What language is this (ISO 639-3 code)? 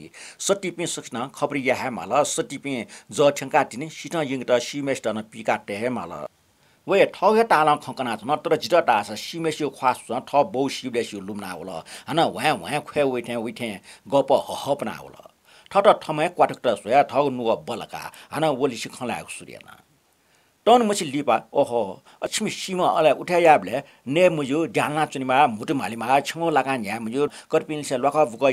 new